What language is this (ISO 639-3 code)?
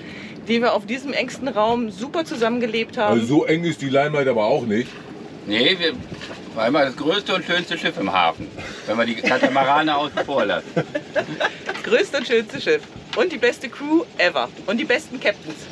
deu